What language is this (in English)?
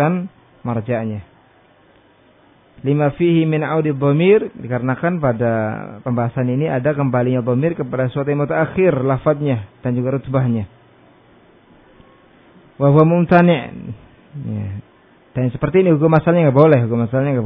Indonesian